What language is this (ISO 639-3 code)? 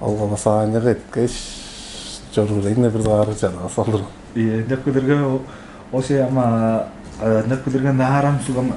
tyv